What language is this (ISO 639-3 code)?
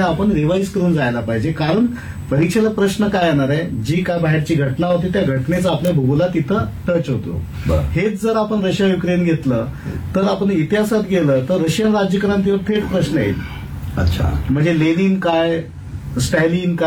mar